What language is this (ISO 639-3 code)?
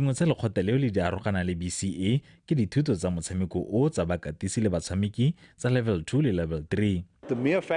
tsn